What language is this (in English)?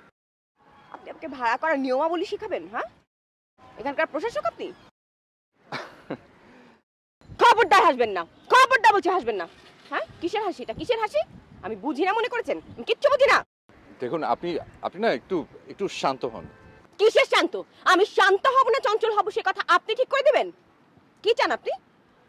Bangla